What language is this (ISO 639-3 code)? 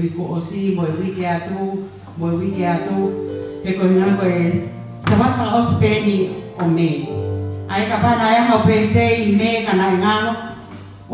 ton